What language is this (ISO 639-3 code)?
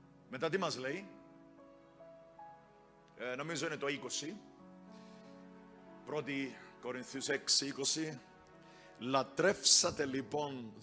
ell